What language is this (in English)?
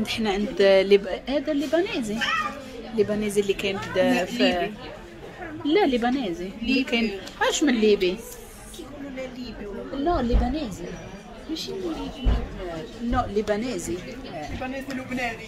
Moroccan Arabic